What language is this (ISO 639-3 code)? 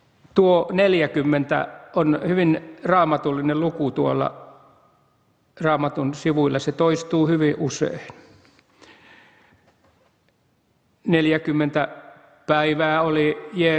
fin